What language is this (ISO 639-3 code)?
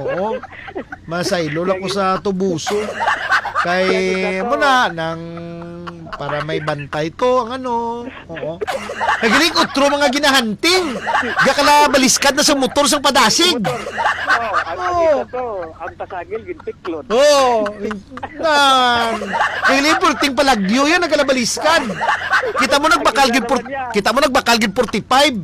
hil